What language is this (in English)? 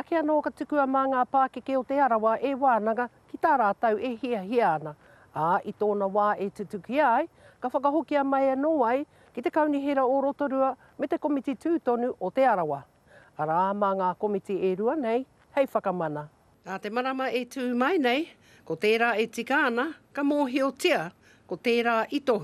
Māori